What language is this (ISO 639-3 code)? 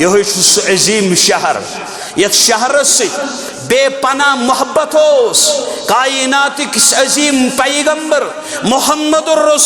kas